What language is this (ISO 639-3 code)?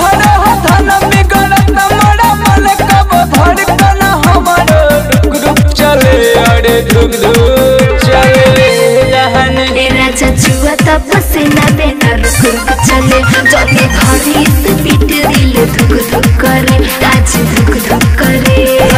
bho